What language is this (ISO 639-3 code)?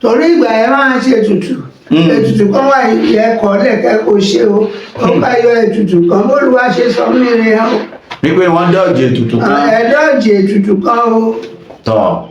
yor